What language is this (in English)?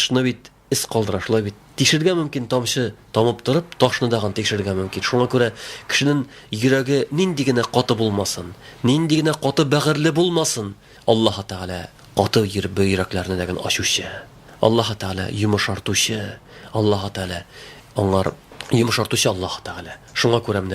Tatar